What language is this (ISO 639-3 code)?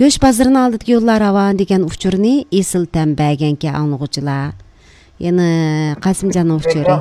uig